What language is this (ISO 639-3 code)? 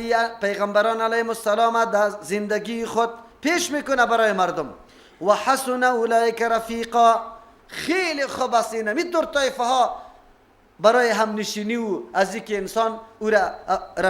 fas